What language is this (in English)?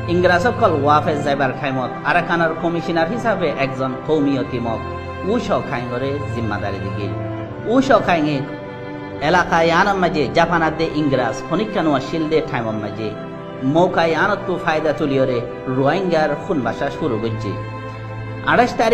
Rohingya